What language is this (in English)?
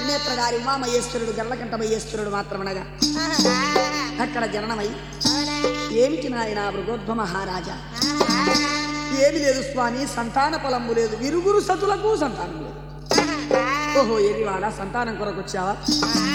Telugu